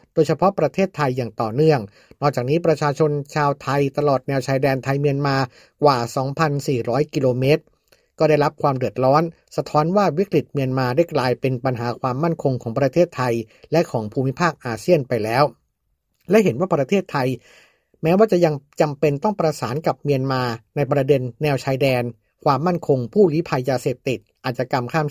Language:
Thai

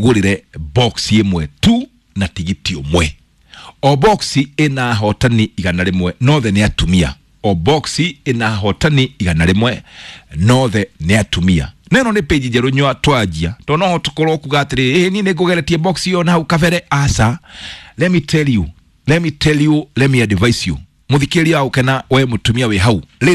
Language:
Kikuyu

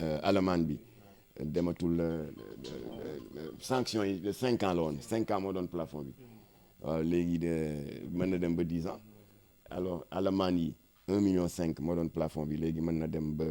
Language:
Wolof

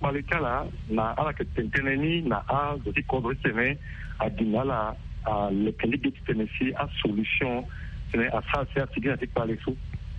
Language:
Sango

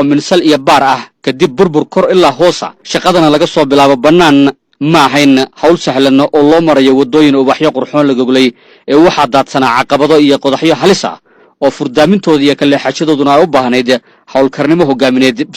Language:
Somali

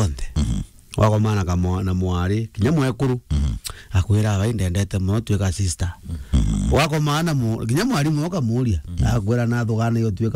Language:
Meru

